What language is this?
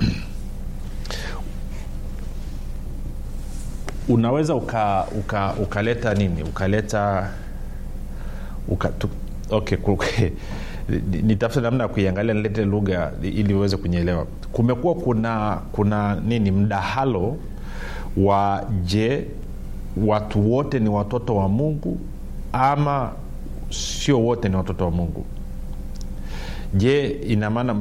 Swahili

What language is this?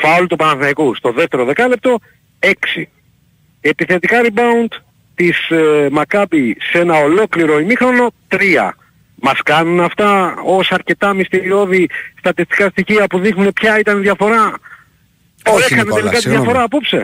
Greek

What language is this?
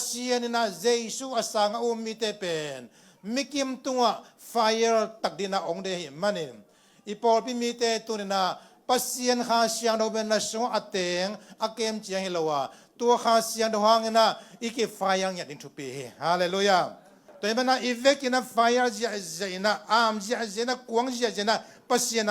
Tedim Chin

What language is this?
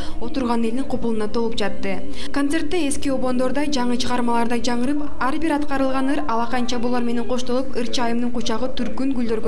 Kyrgyz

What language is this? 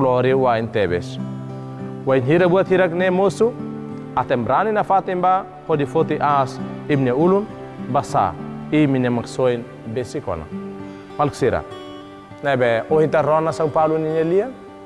Tetum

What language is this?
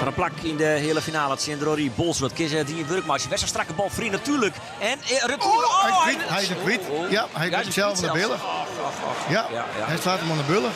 Western Frisian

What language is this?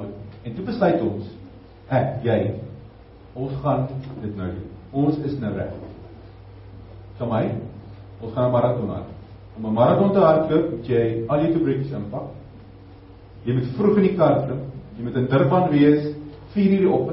Afrikaans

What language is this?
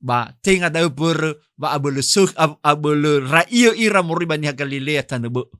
Nias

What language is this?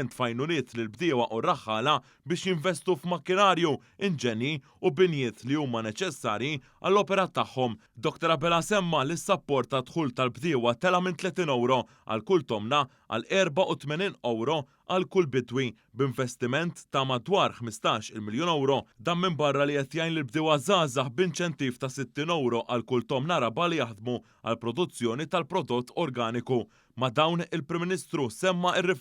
Maltese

